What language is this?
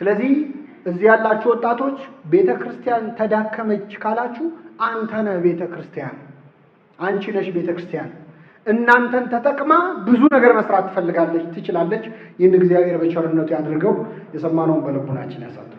Amharic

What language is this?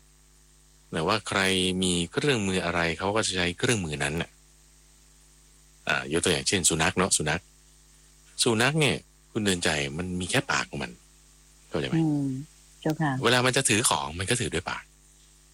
Thai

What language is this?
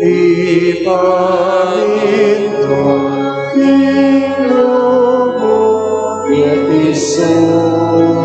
Pampanga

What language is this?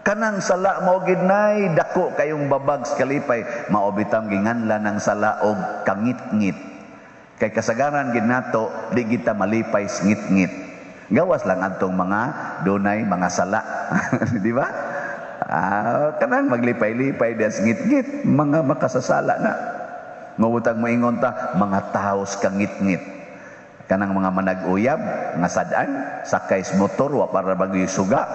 Cebuano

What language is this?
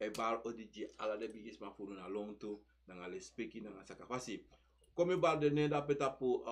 Sranan Tongo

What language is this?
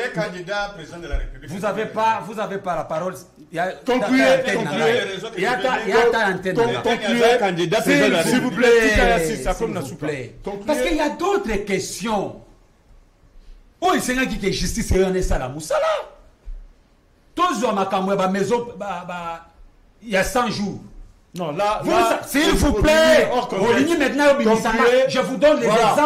French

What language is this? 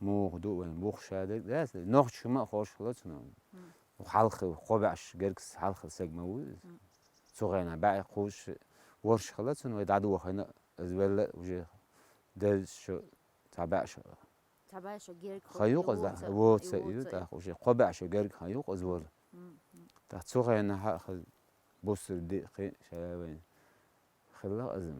Chechen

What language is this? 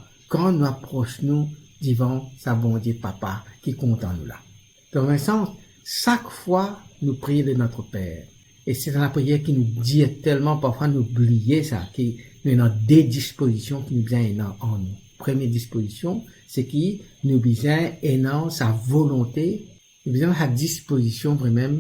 Morisyen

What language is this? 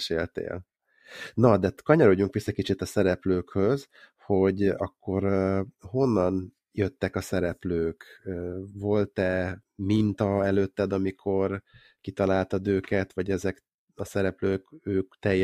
Hungarian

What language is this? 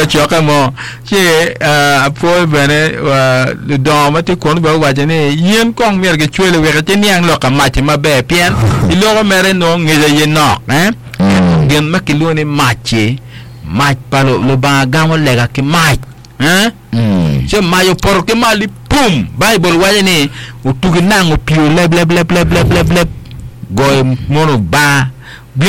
Acoli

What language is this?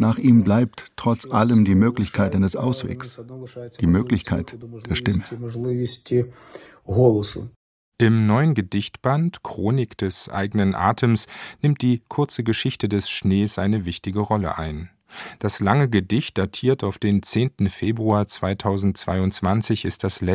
German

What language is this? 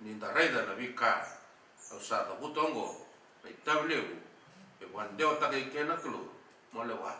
Fijian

